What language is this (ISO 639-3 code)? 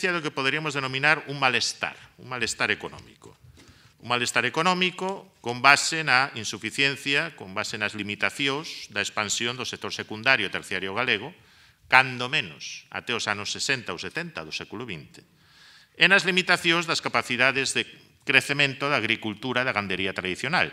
glg